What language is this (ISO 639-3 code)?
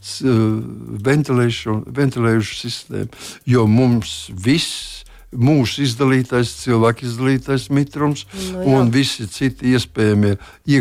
lav